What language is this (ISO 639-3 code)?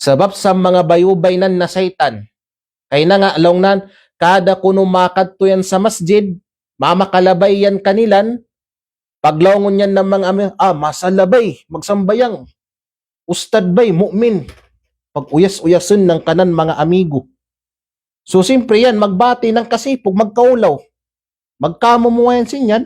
kqe